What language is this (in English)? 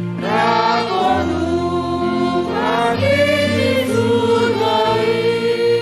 Batak Simalungun